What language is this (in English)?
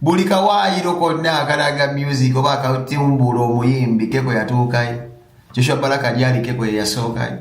Ganda